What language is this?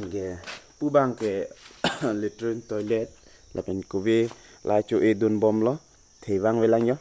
Karbi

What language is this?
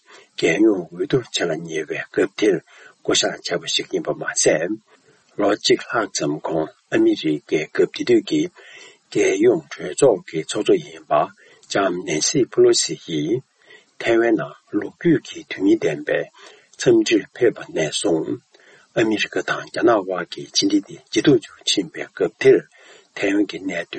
Tibetan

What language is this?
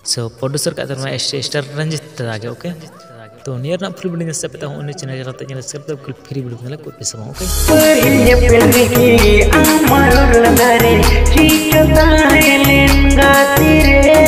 Santali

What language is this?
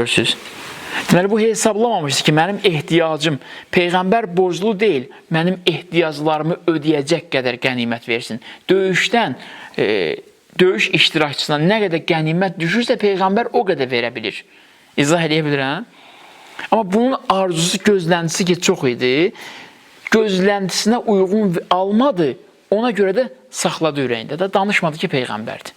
Azerbaijani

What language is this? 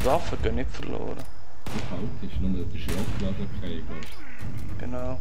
Swiss German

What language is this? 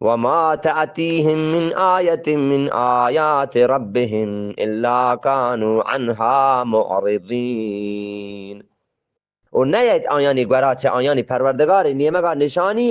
Eastern Balochi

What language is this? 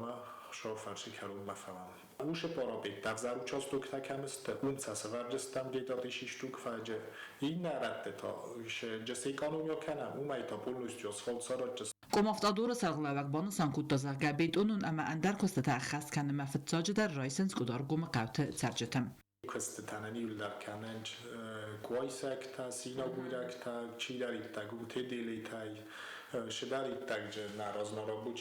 Ossetic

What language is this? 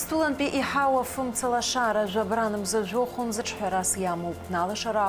Abkhazian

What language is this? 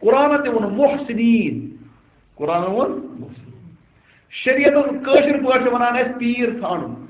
Kashmiri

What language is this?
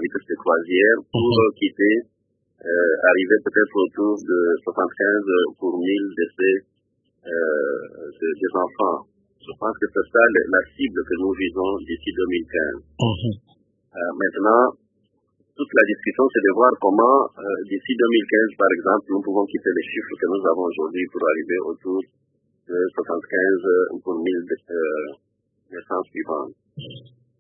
French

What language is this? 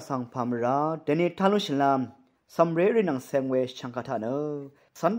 Rawang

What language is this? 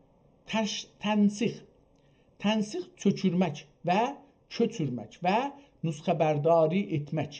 South Azerbaijani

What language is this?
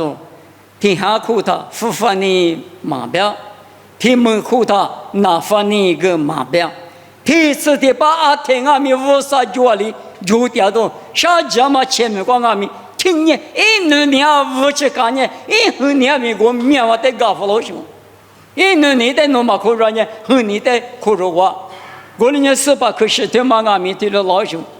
Lisu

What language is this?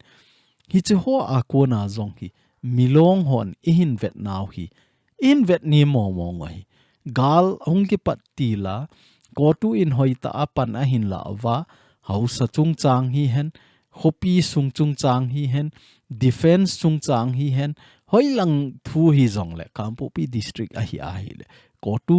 Thado Chin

